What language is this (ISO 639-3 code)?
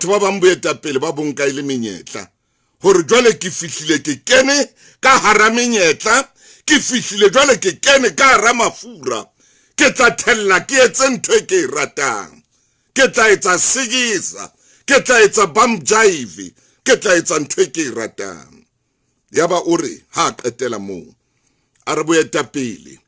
sot